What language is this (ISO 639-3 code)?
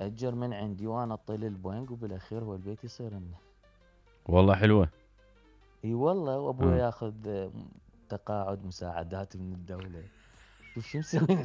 acm